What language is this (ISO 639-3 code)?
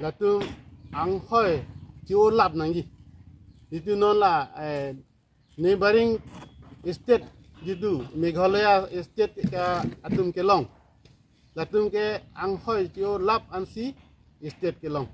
mjw